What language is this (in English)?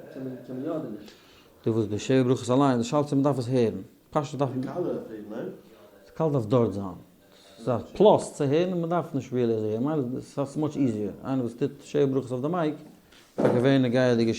Yiddish